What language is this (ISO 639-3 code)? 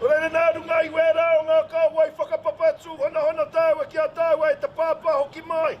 mri